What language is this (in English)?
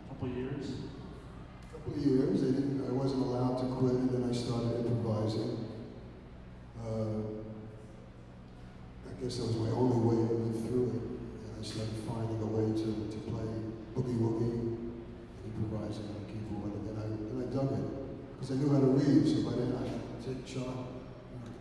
English